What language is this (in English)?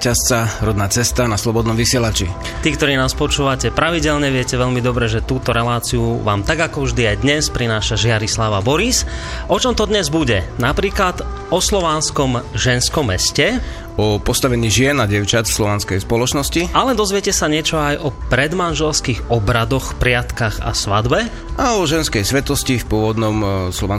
Slovak